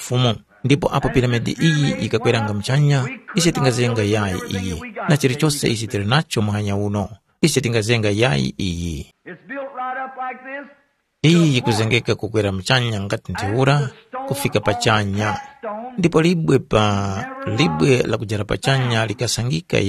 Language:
Tumbuka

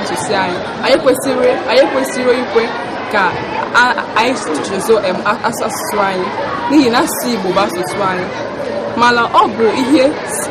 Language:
Igbo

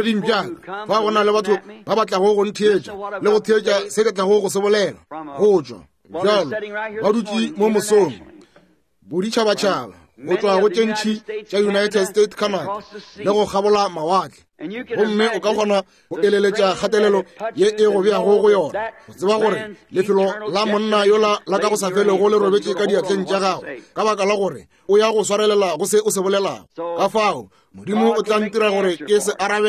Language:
Northern Sotho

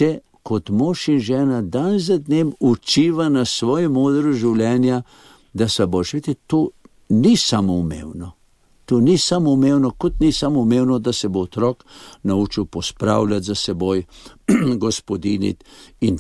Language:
Slovenian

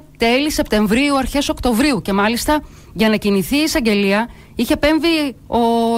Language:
Greek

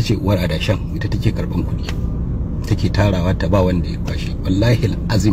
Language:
Hausa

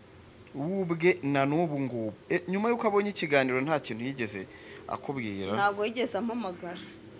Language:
Kinyarwanda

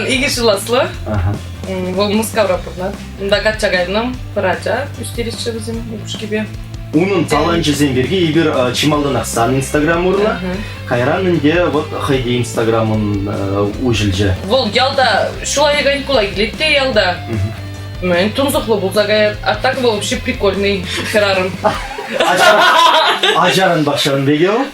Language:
Chuvash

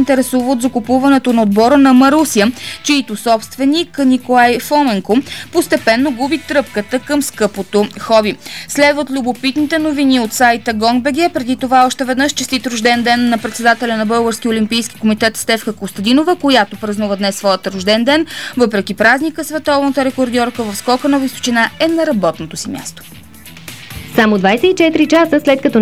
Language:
Bulgarian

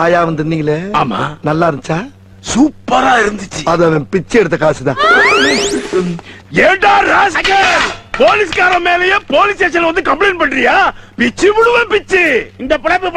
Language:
Tamil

